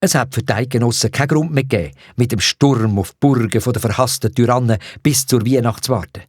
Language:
Swiss German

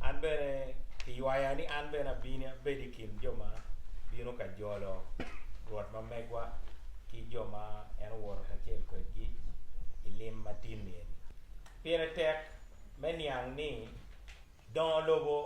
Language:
Acoli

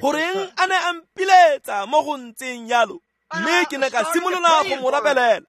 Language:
Tswana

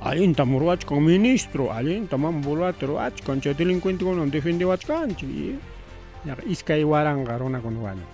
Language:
Ayacucho Quechua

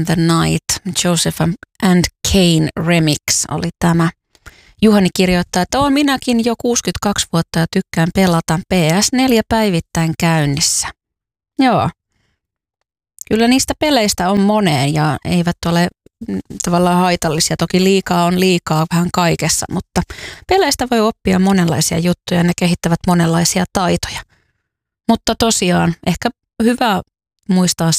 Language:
Finnish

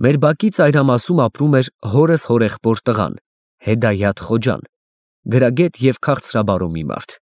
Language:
Armenian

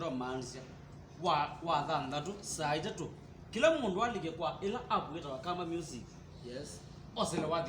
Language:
Kamba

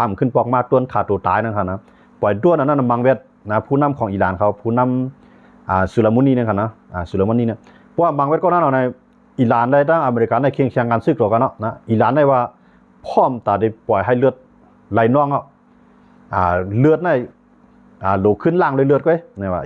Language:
Shan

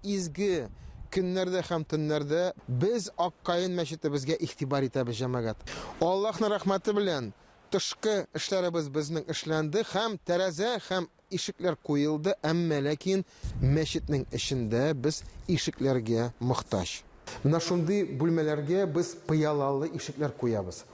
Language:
Tatar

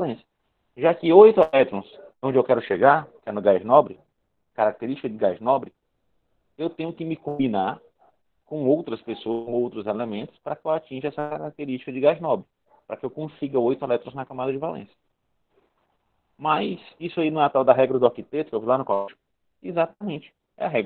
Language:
Portuguese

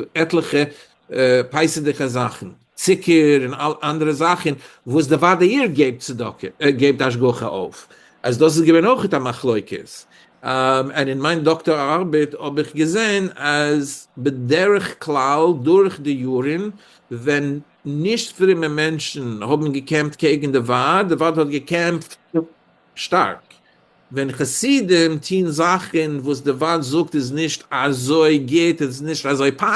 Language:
Yiddish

